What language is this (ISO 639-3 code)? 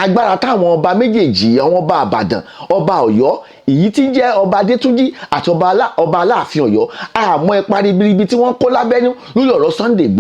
yor